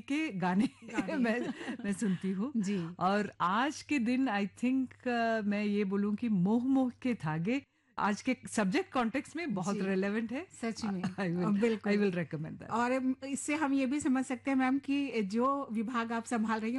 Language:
Hindi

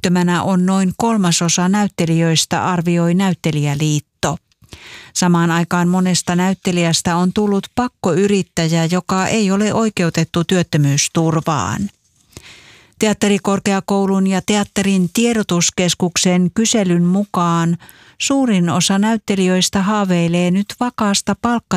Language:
Finnish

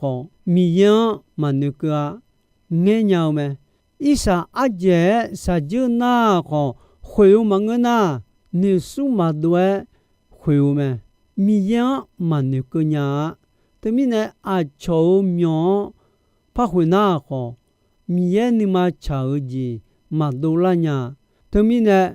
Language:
Akha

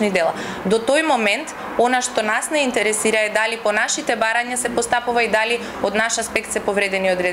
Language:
Macedonian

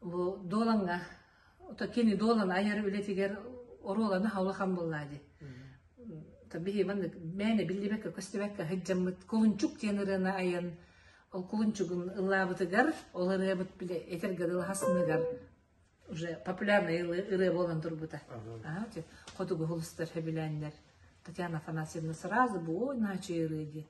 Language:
Yakut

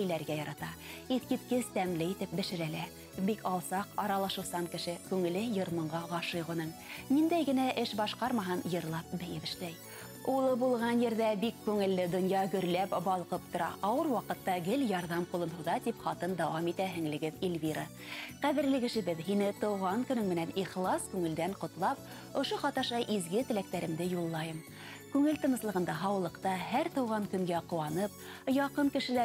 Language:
Bashkir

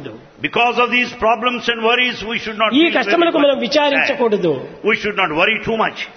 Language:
Telugu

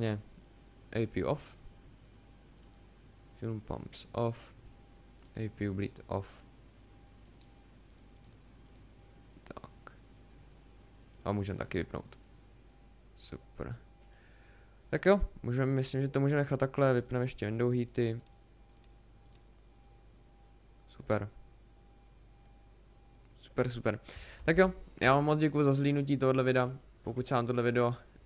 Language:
Czech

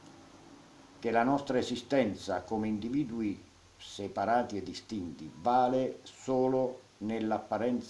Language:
Italian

